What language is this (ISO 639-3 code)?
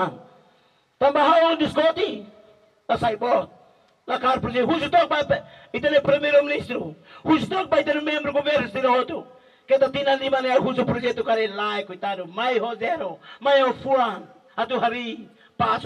tet